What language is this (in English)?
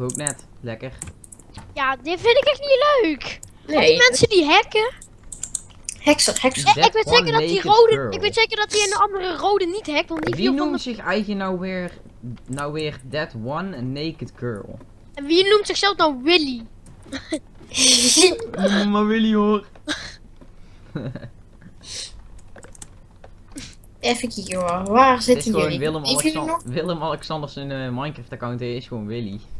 Dutch